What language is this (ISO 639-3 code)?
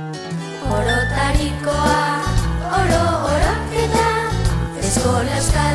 eus